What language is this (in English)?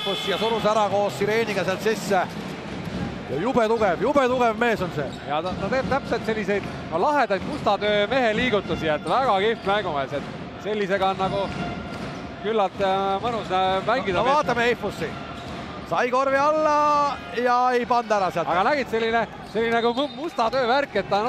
Estonian